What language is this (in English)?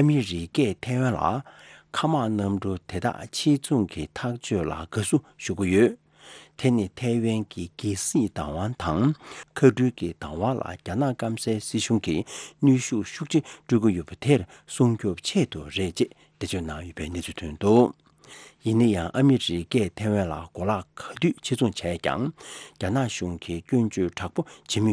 Tibetan